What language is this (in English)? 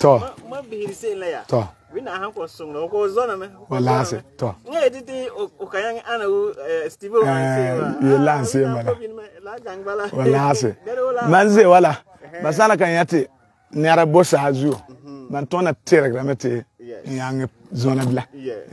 Frafra